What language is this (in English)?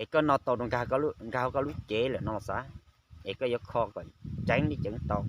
Hmong